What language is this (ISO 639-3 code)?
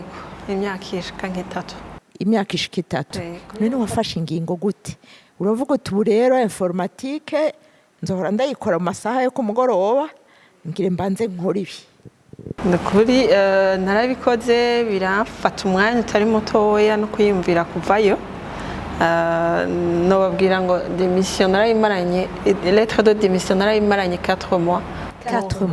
run